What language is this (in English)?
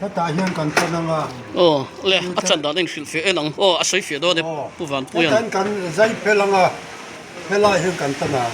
Mizo